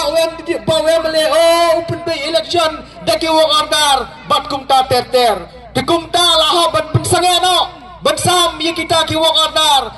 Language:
Khasi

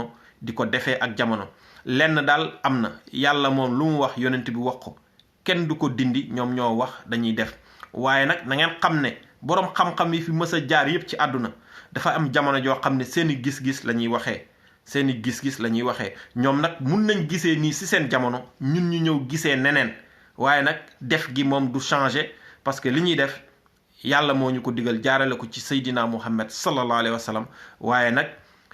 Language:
Wolof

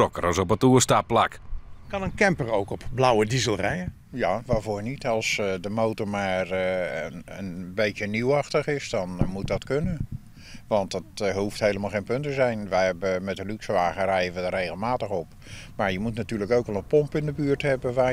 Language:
Western Frisian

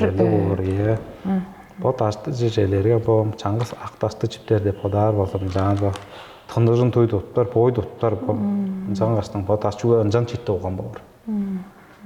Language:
Tuvinian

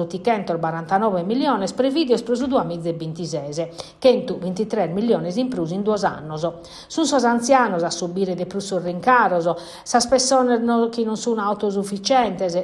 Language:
Sardinian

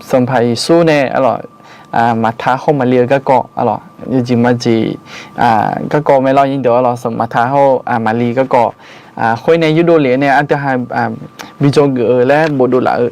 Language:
Akha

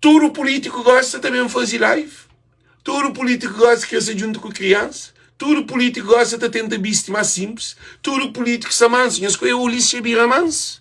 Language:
Kabuverdianu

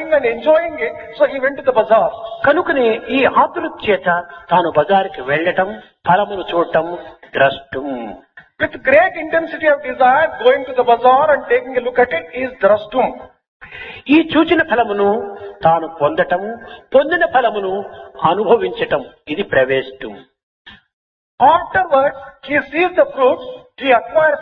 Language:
Telugu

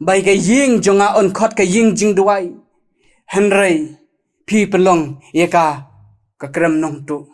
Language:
Khasi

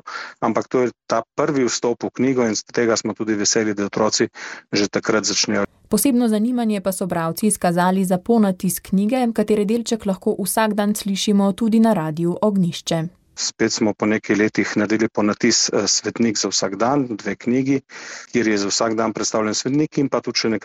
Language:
Slovenian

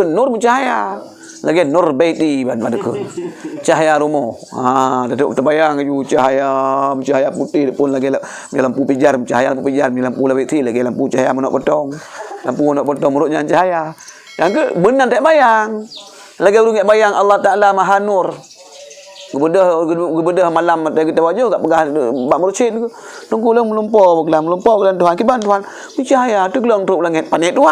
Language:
Achinese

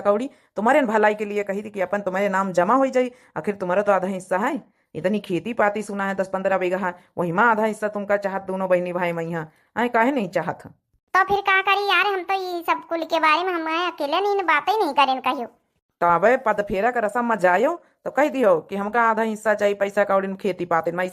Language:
Awadhi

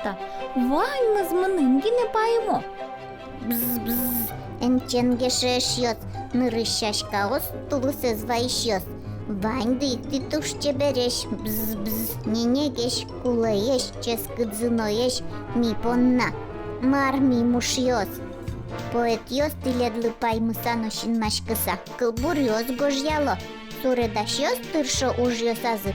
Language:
Udmurt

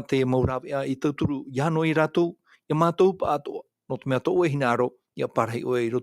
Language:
Tahitian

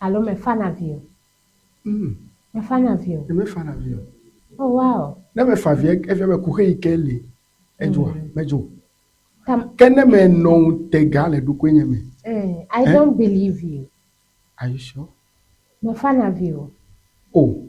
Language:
Ewe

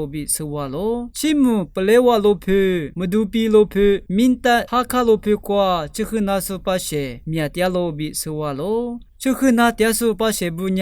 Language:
Lisu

